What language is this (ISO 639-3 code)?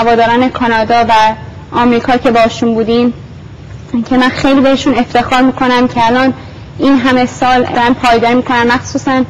fas